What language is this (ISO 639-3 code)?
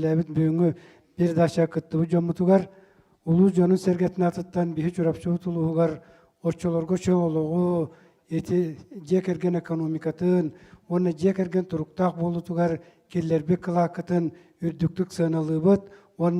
sah